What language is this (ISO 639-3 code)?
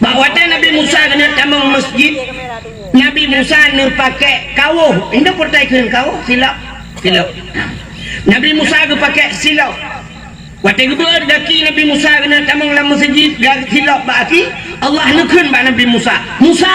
ace